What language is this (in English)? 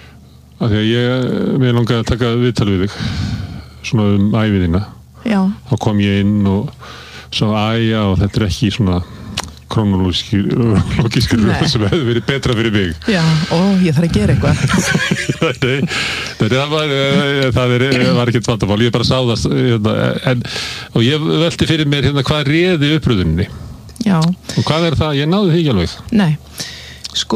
Icelandic